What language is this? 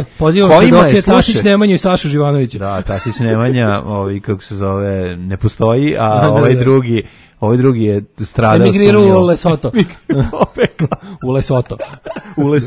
Serbian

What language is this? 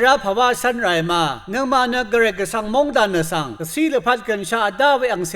Rawang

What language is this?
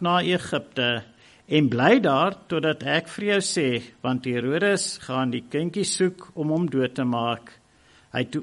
Afrikaans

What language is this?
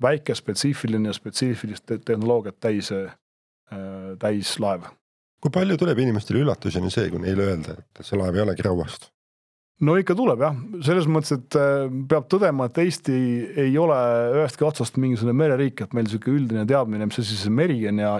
Estonian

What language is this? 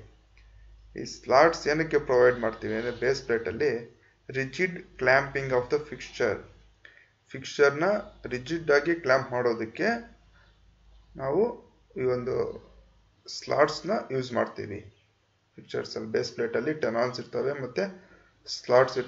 Kannada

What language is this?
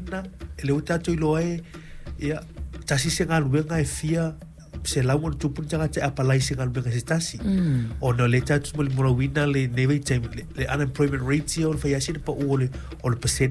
Samoan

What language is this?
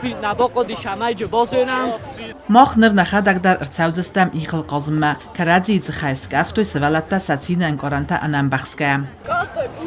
Ossetic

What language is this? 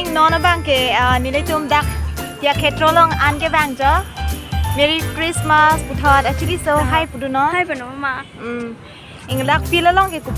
Karbi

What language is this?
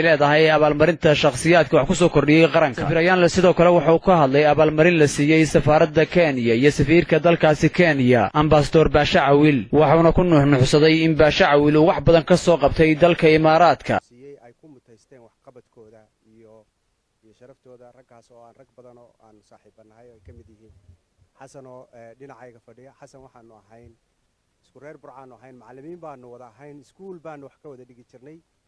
Somali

